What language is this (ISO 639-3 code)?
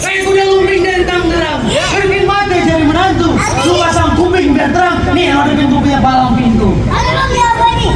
bew